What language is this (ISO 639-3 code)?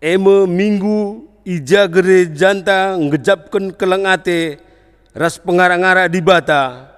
btx